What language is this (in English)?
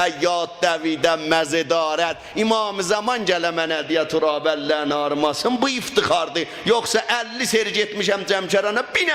South Azerbaijani